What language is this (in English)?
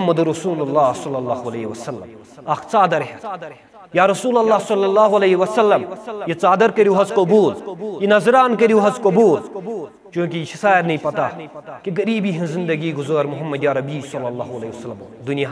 Kashmiri